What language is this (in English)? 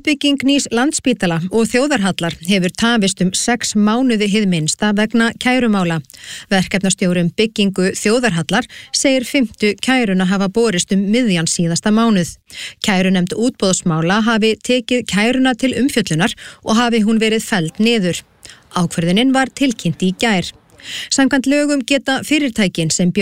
Icelandic